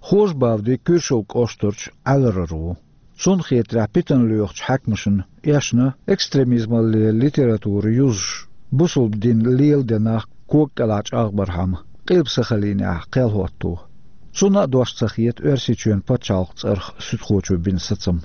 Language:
Chechen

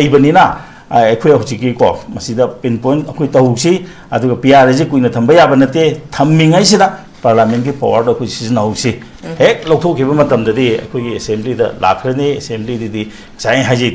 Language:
Manipuri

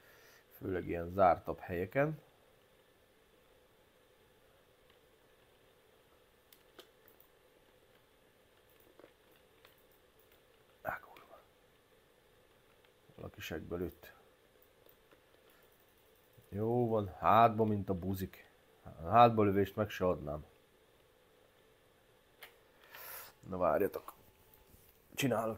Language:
Hungarian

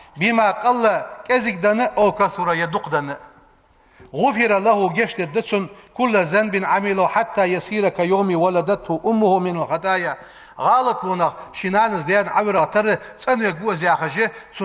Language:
Ingush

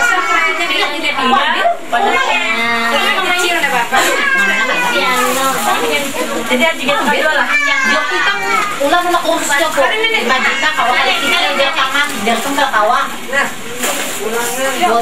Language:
Indonesian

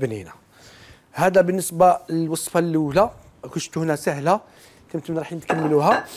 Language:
Algerian Arabic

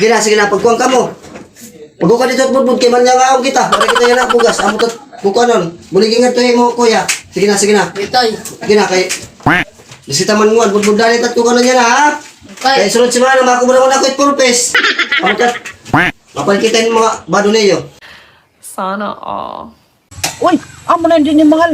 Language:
Waray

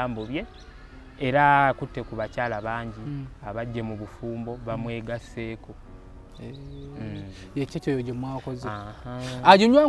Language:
Ganda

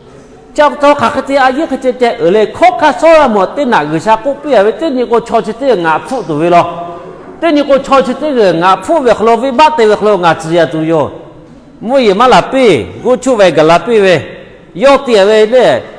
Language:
Lahu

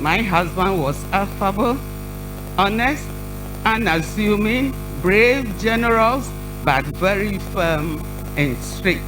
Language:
Ewe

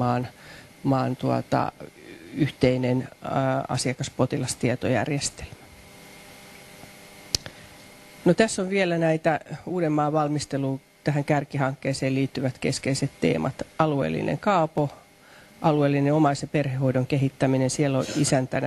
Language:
Finnish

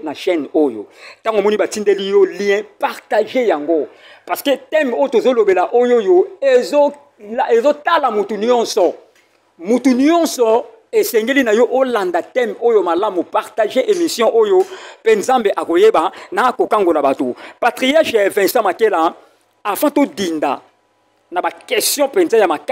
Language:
Lingala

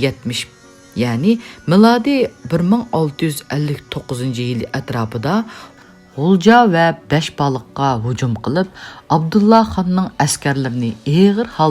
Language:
Uyghur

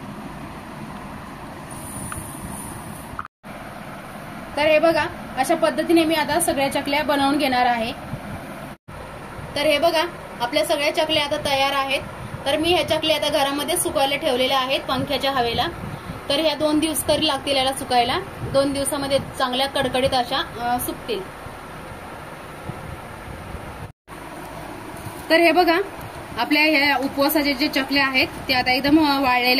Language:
Marathi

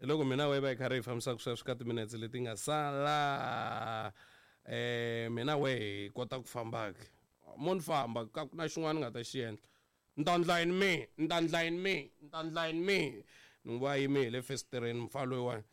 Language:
Tsonga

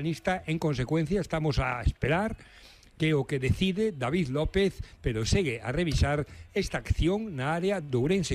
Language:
Galician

